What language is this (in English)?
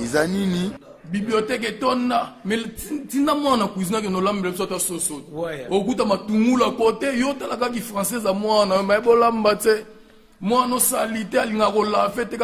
Lingala